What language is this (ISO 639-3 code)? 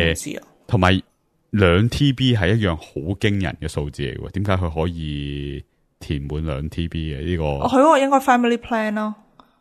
yue